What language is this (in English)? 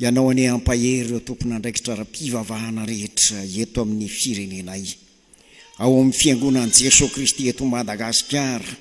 Malagasy